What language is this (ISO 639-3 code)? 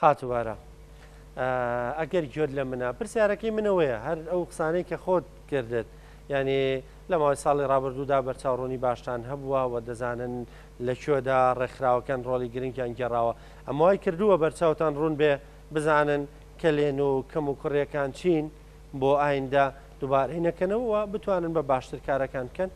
ckb